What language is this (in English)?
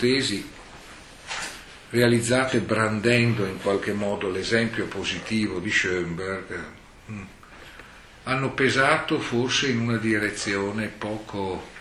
Italian